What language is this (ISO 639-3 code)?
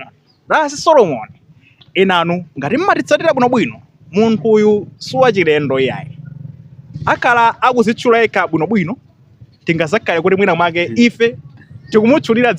nya